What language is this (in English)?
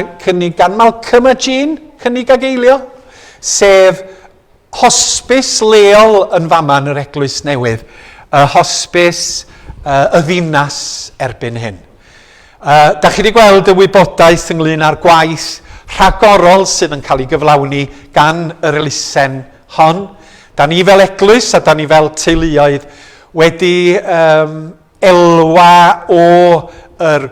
Welsh